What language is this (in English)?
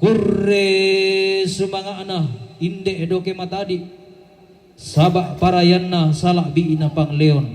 Toraja-Sa'dan